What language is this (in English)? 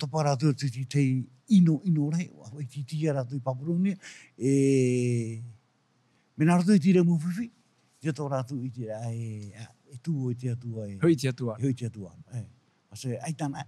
Tahitian